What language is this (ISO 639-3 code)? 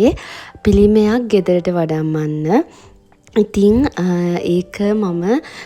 sin